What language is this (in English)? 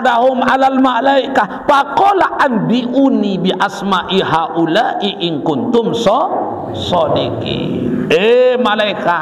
Sasak